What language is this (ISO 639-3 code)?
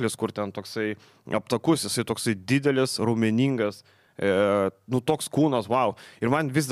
lit